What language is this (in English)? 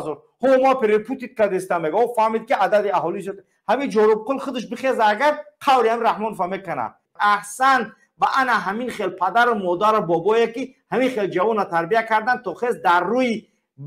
Tajik